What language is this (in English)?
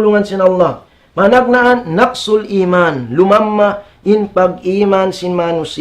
Tausug